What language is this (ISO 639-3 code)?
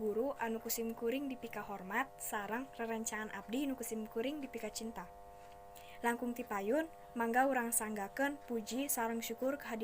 sun